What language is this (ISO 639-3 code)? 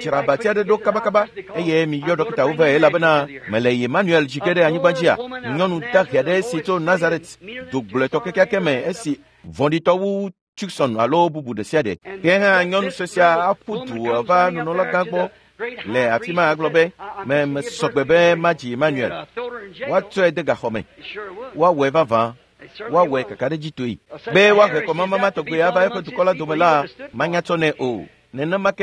ewe